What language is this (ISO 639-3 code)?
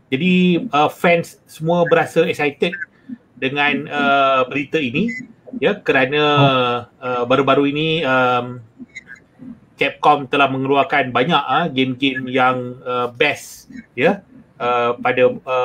msa